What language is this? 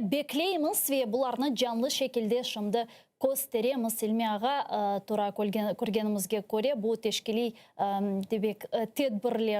Crimean Tatar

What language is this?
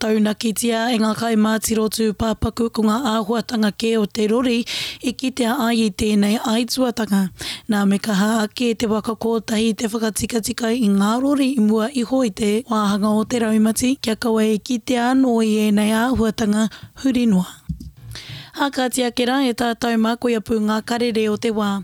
Māori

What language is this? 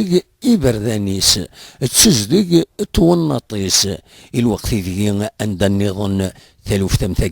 Kabyle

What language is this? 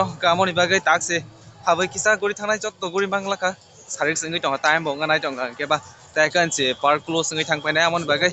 Kok Borok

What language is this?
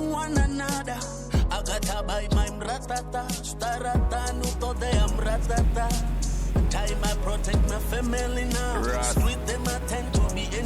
Venda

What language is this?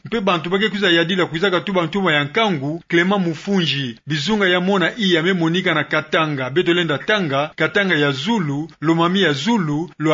Kituba (Democratic Republic of Congo)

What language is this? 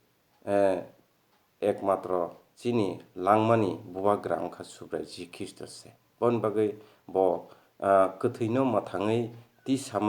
Kok Borok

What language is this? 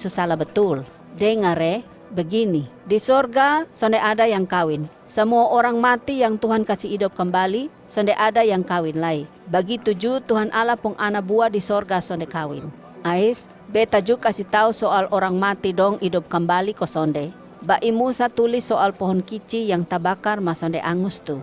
Kupang Malay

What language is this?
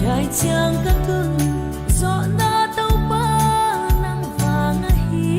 Paite Chin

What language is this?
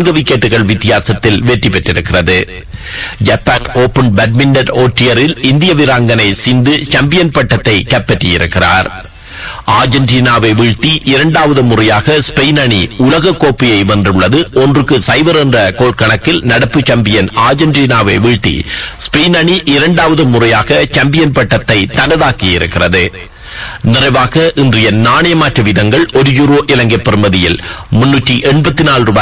Tamil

